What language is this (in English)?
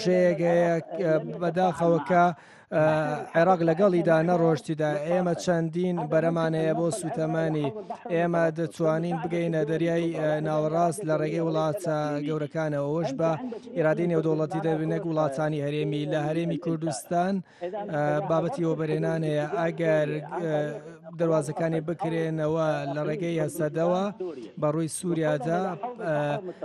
Central Kurdish